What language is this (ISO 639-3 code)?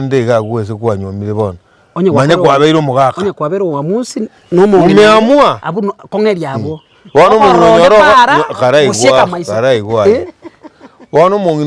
guz